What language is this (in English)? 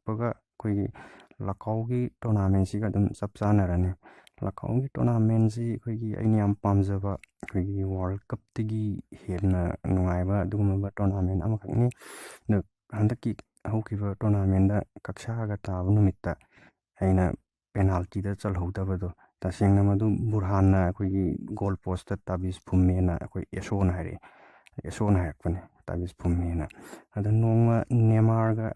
Manipuri